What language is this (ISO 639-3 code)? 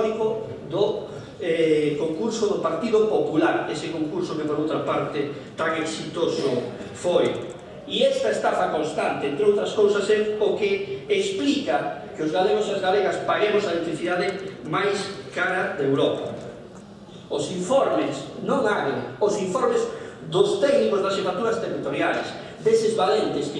glg